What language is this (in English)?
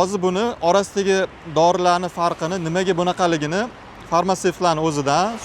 Uzbek